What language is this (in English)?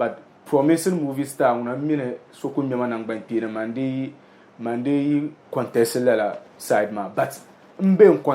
Dagbani